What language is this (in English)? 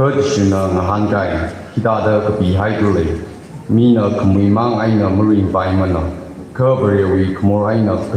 Tangkhul Naga (India)